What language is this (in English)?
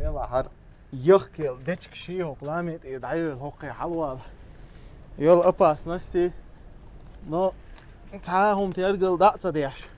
Chechen